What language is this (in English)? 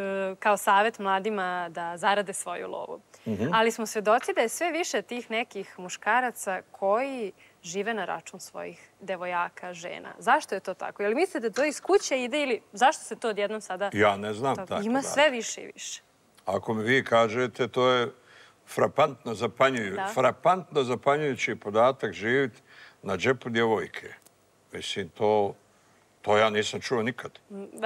Serbian